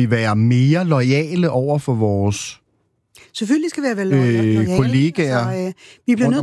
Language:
Danish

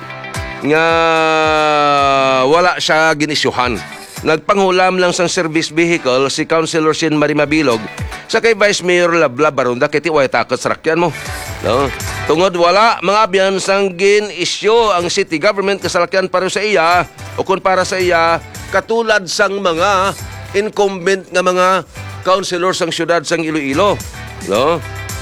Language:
Hiligaynon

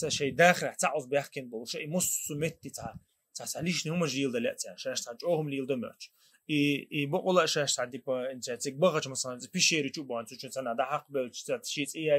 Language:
Chechen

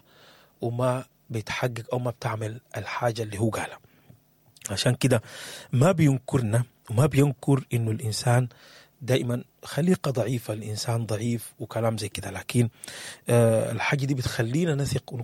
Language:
Sudanese Arabic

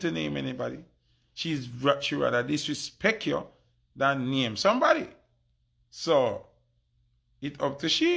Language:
Jamaican Creole English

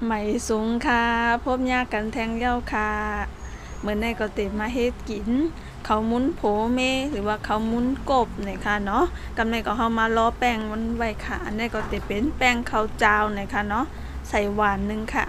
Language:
Shan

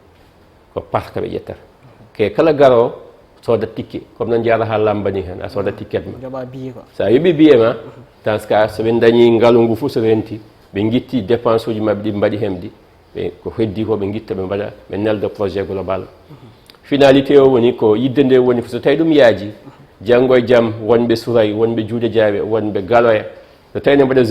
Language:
Fula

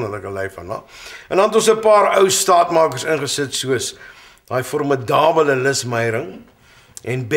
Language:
Afrikaans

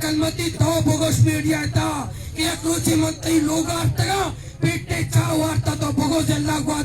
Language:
Baluchi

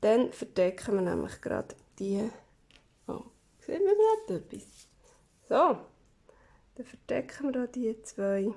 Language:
Swiss German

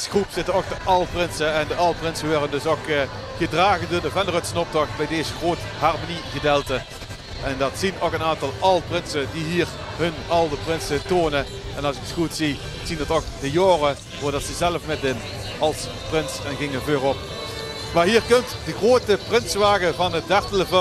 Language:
Limburgish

